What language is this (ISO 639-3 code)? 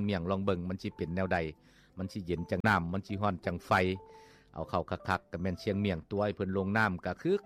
lao